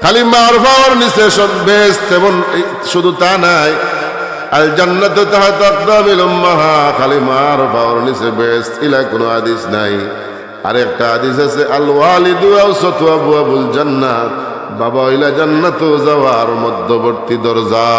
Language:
Sylheti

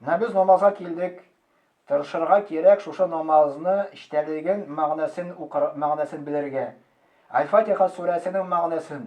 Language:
Tatar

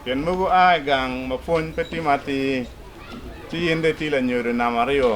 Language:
Acoli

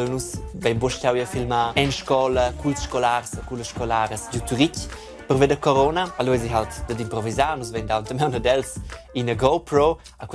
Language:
Romansh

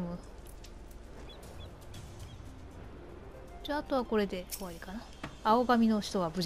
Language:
Japanese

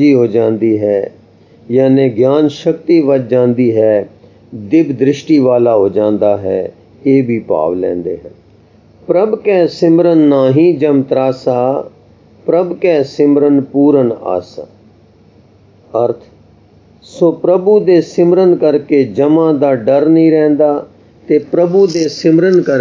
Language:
Punjabi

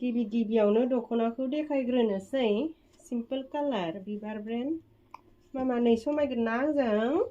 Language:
Bodo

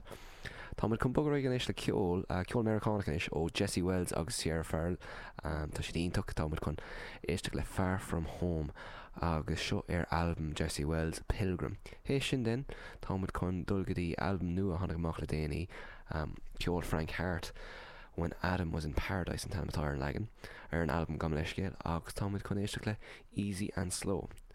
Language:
Irish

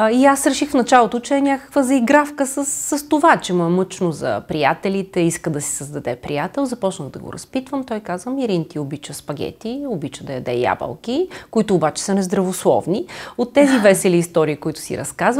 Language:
Bulgarian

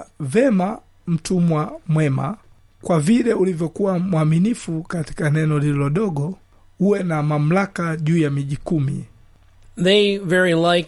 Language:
Swahili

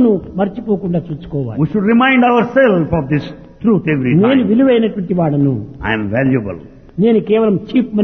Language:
Telugu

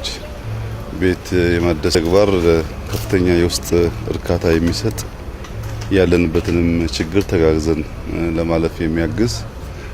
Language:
Amharic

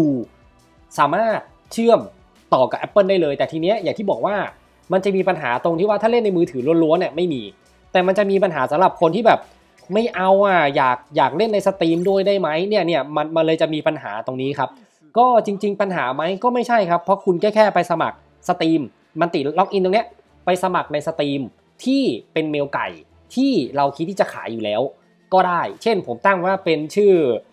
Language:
Thai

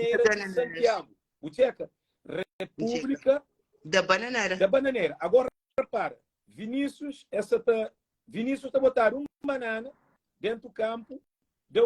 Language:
Kabuverdianu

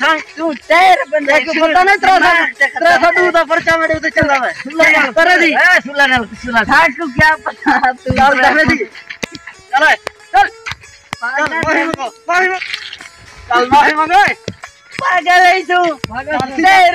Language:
Saraiki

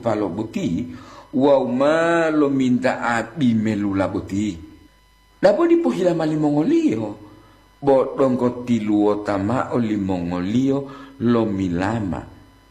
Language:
Gorontalo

